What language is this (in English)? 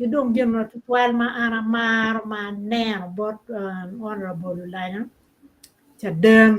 Acoli